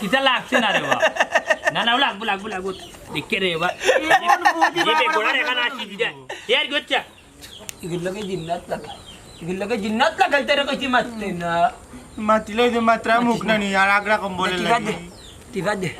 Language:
Sylheti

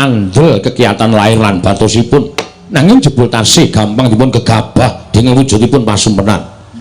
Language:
Javanese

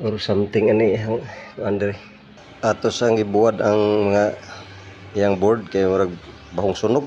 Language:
Cebuano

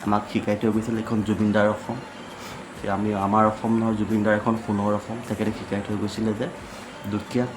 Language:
Assamese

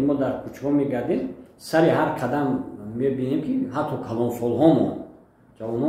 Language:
Tajik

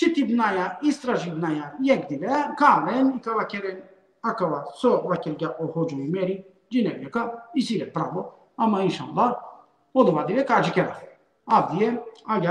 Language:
Balkan Romani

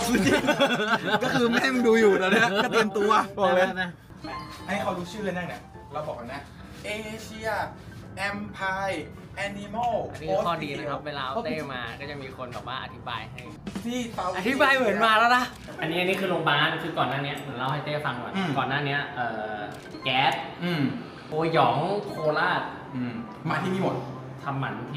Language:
Thai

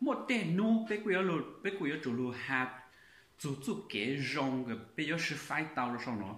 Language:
Hmong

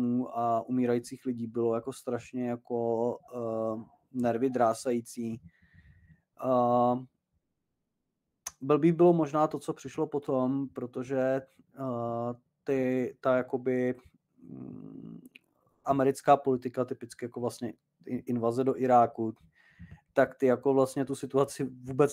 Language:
Czech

